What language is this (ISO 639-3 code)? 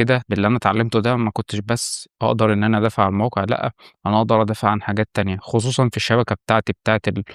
arz